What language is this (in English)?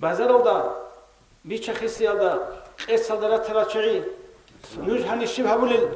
Avaric